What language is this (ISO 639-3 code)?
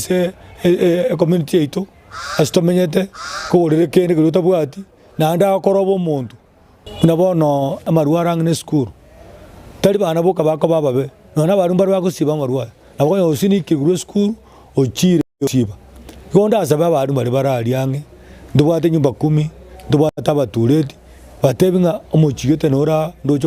guz